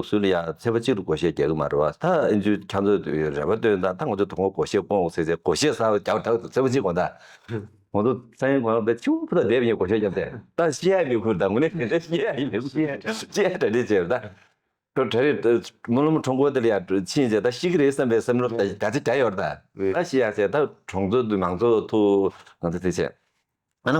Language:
Tibetan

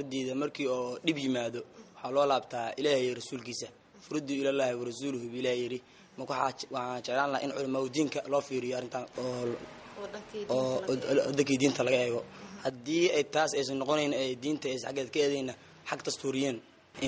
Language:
Somali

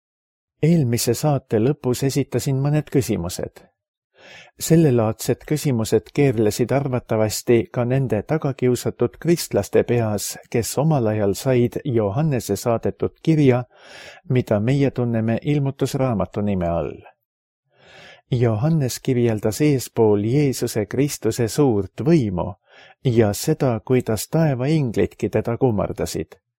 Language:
Estonian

